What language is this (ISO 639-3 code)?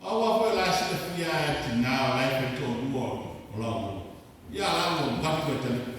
smo